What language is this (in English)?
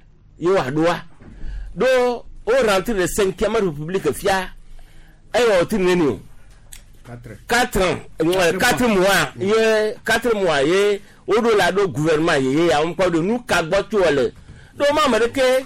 Gen